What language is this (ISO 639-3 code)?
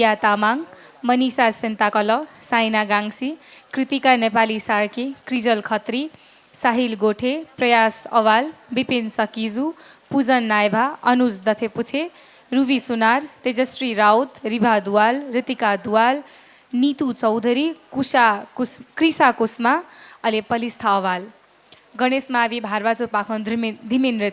new